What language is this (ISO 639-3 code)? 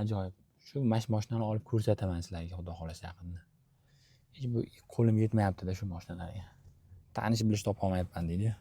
uzb